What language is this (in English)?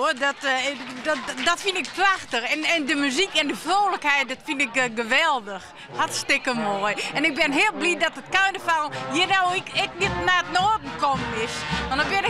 Western Frisian